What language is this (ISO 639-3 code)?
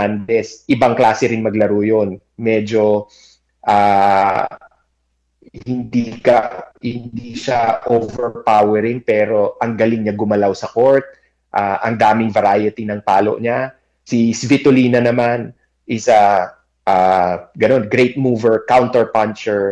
fil